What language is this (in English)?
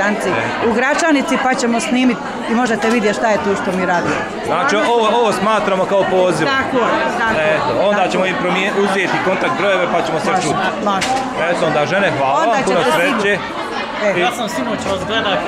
Bosnian